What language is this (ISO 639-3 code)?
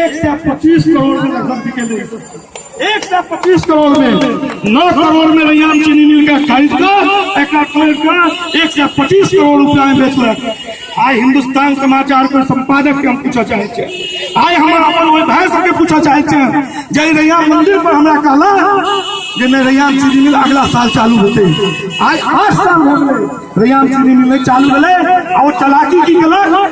mai